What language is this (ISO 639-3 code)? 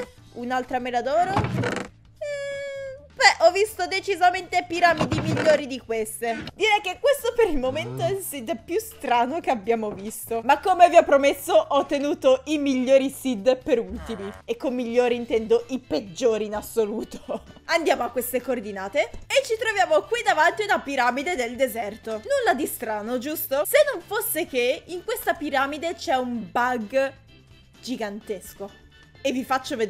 ita